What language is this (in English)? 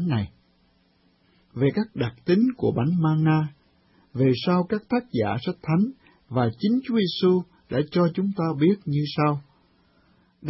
Vietnamese